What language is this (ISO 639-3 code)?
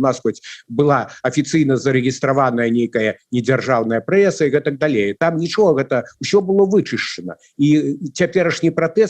bel